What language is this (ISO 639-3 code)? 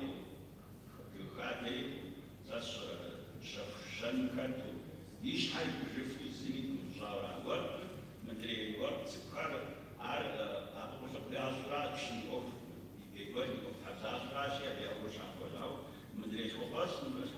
kbd